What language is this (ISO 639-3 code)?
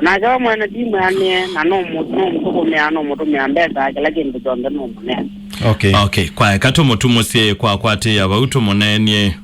kam